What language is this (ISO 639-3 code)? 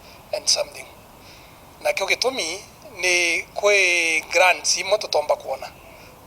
mer